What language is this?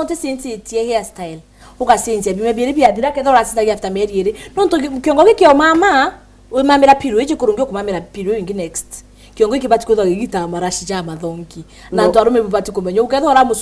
Meru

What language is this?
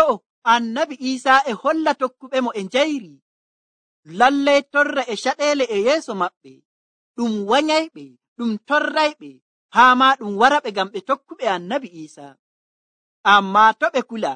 Nigerian Fulfulde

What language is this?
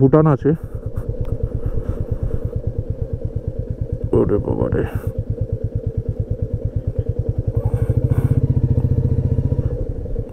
Bangla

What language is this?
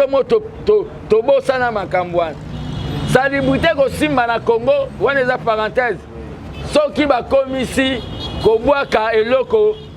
Lingala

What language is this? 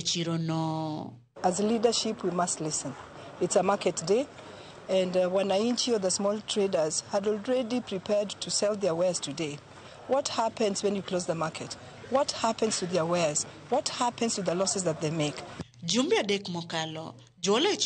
Luo (Kenya and Tanzania)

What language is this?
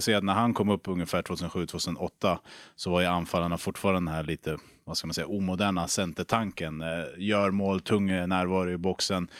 Swedish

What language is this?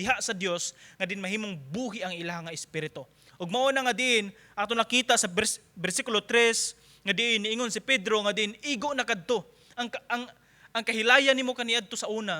Cebuano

